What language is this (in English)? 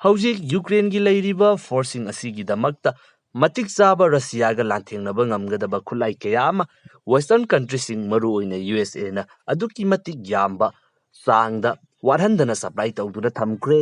Manipuri